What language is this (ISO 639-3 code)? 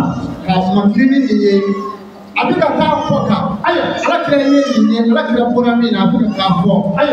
bam